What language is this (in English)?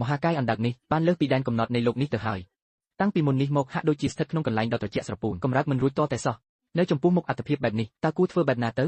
Khmer